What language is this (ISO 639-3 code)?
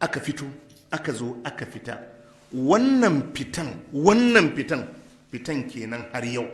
hau